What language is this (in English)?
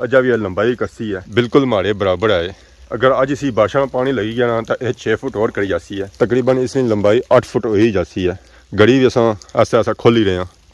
Pahari-Potwari